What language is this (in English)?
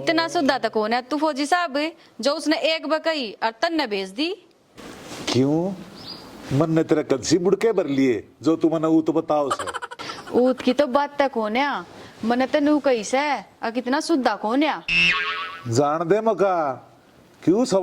Haryanvi